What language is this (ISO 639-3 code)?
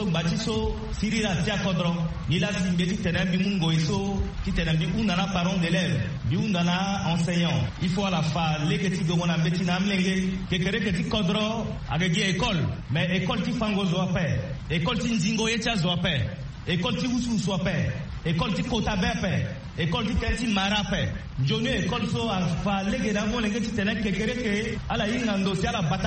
sag